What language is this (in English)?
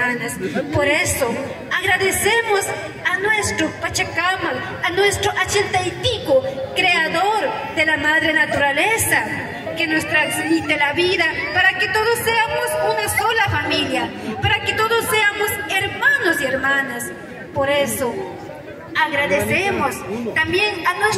Imbabura Highland Quichua